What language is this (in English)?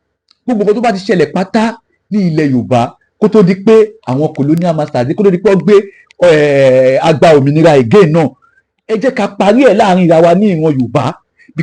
Yoruba